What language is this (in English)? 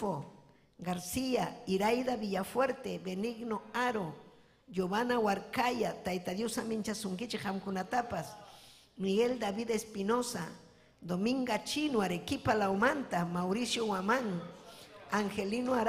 Ayacucho Quechua